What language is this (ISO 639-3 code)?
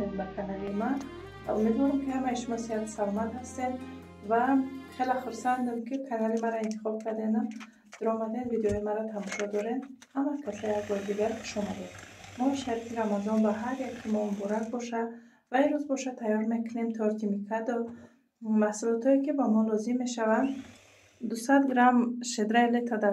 tgk